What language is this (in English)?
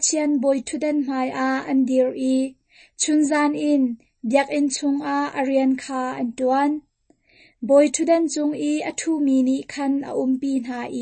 Hakha Chin